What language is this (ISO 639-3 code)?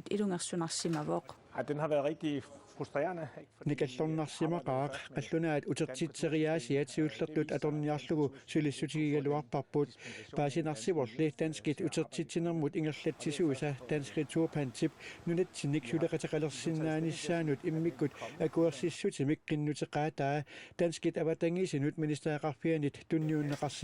kal